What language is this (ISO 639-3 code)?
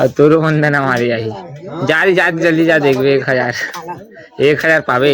hne